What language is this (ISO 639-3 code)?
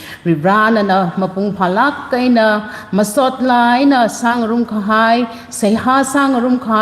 nmf